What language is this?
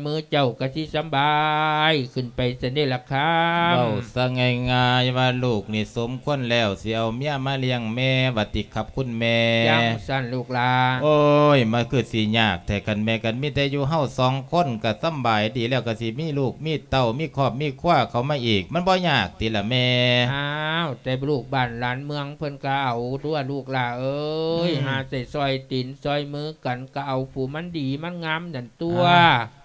Lao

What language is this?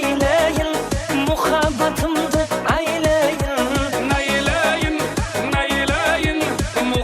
Kara-Kalpak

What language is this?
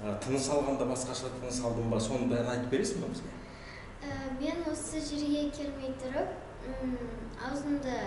Kazakh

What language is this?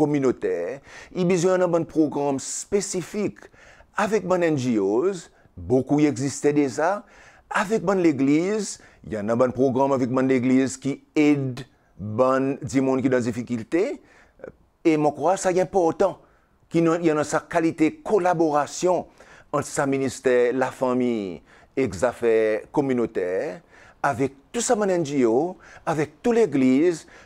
Seselwa Creole French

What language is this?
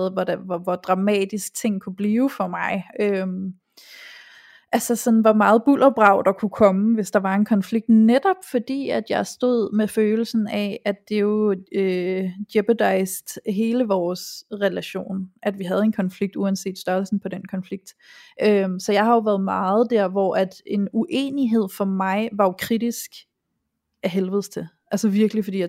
Danish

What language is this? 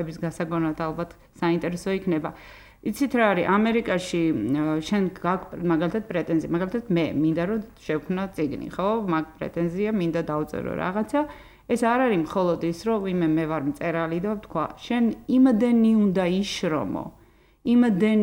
Georgian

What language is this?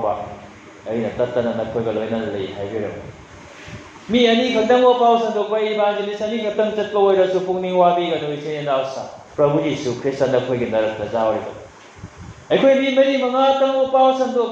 Manipuri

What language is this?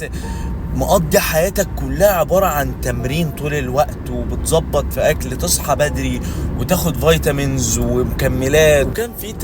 Egyptian Arabic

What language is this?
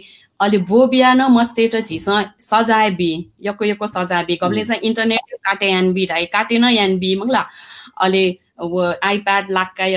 Newari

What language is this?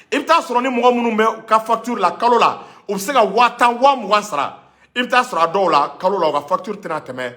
Bambara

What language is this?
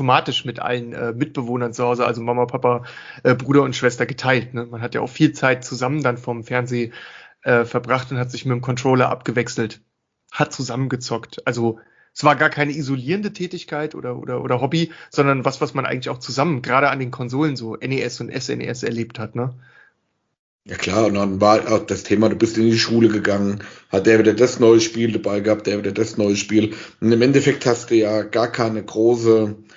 German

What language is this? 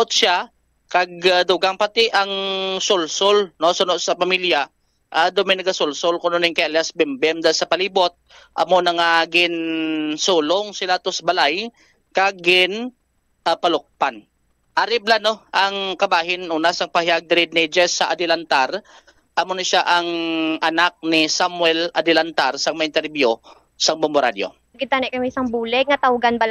Hiligaynon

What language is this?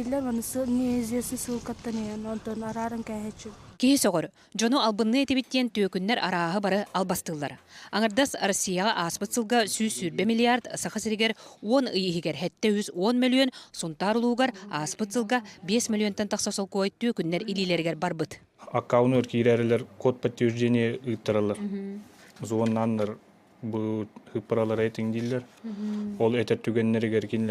Yakut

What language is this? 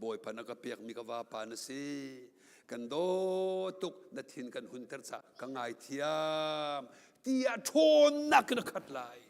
Hakha Chin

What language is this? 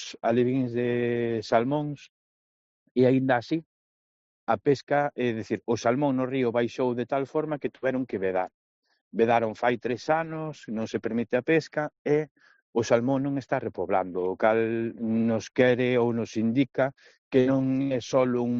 Galician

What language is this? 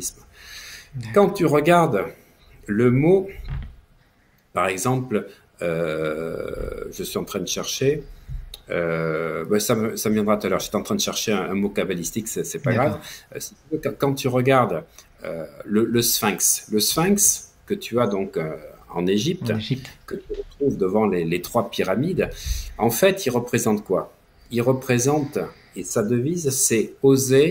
French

